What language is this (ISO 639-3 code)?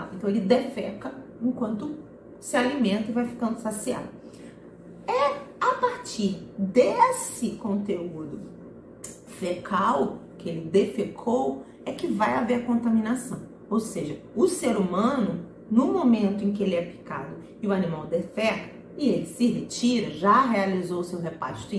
por